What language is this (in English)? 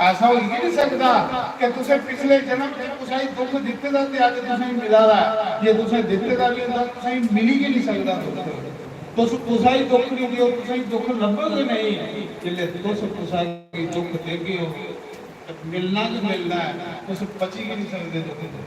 Dogri